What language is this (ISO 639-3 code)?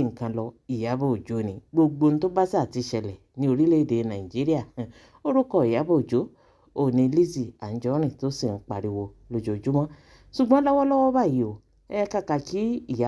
yor